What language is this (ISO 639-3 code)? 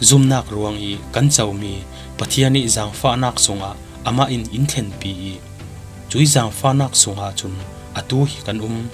cfm